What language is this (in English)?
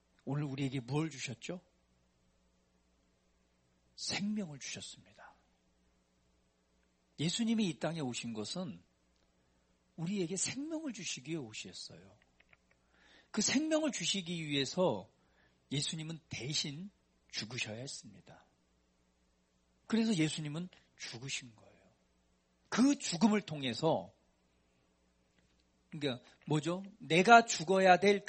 Korean